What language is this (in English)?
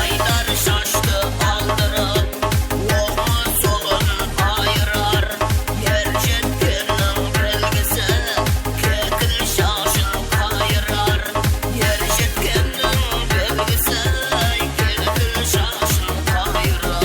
Kara-Kalpak